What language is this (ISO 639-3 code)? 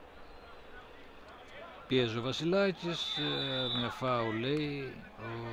ell